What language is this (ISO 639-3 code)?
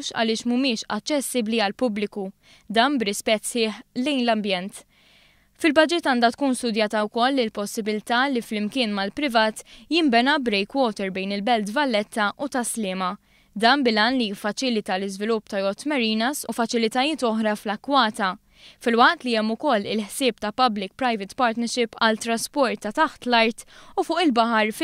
mlt